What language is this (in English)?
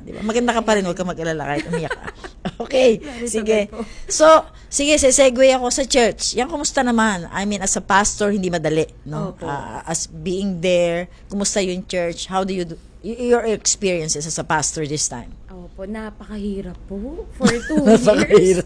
Filipino